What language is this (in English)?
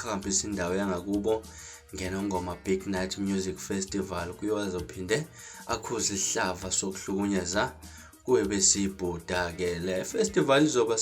Zulu